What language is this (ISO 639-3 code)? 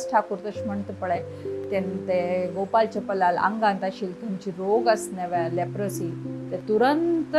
kok